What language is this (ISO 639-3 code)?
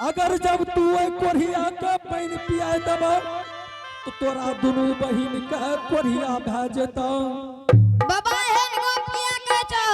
anp